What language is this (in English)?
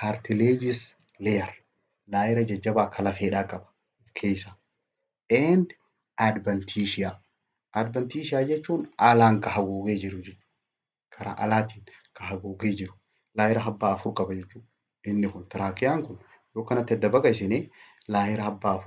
Oromo